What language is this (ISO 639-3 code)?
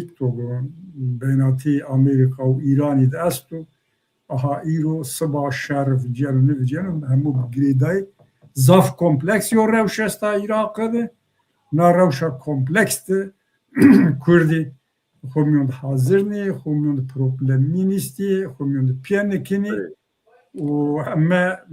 zza